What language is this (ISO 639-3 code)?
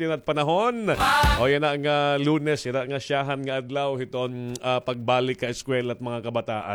war